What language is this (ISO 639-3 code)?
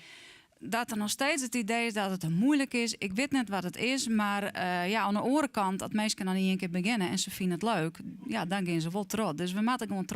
fry